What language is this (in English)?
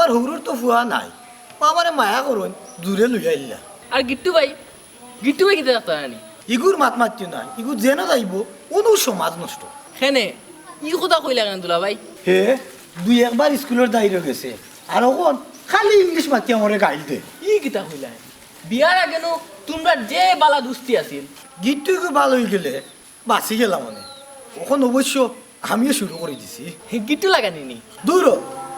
Sylheti